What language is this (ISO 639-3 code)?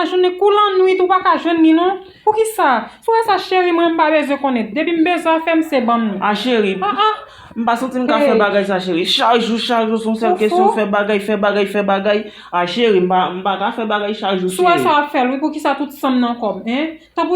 hat